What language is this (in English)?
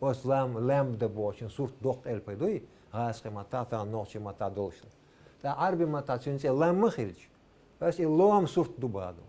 Chechen